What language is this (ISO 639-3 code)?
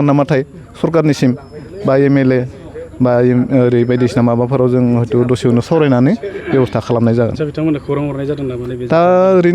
brx